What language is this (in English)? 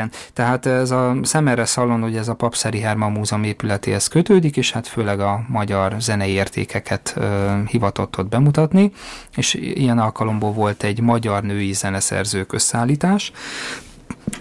Hungarian